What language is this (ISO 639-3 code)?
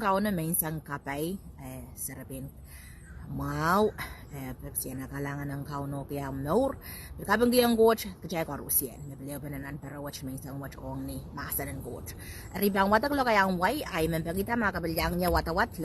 pon